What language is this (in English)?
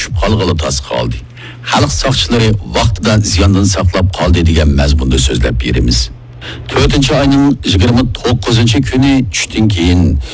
Uyghur